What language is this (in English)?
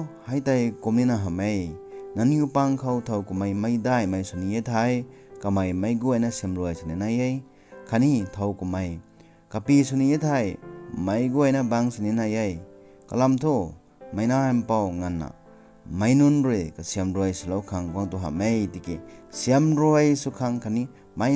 Rongmei Naga